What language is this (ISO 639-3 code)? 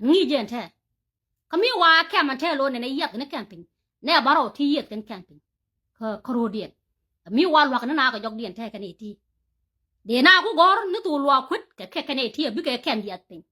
nus